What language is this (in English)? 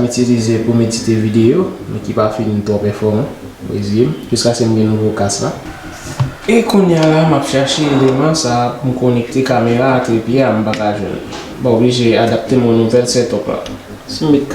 Haitian Creole